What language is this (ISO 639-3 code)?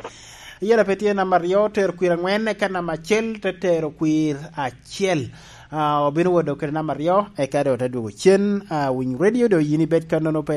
laj